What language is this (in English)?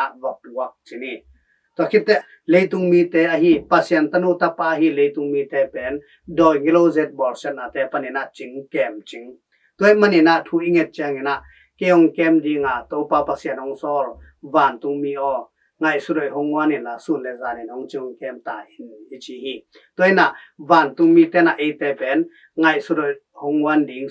Tedim Chin